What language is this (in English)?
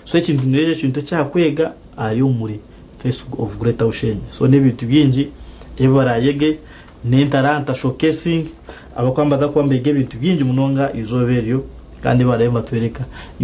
Nyankole